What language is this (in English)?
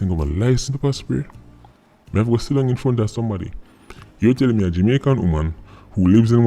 Jamaican Creole English